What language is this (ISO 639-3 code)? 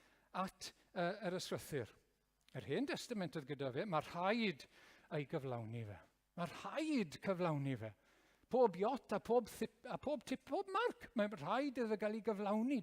cym